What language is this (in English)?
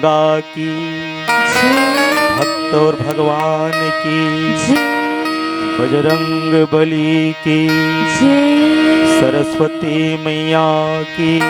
Chhattisgarhi